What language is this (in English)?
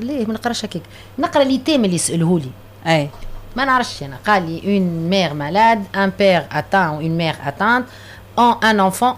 Tunisian Arabic